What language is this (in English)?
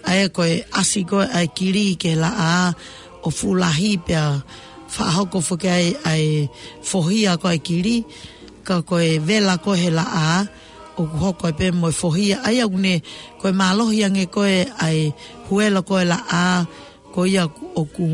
Tongan